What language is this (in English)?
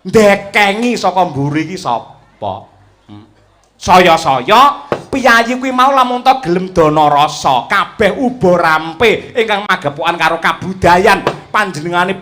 Javanese